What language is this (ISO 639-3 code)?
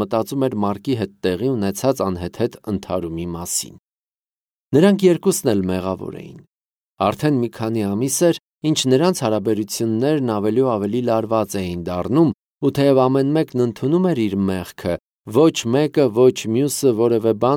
hye